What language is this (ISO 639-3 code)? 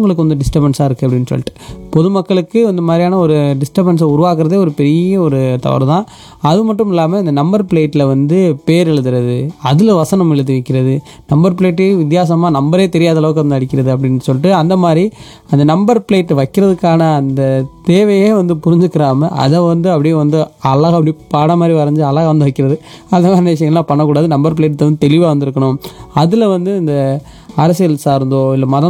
tam